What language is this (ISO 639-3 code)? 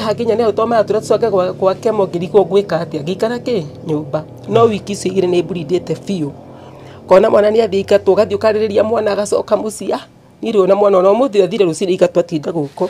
kik